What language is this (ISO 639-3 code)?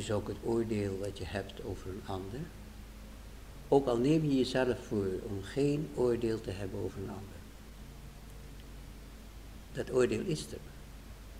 nld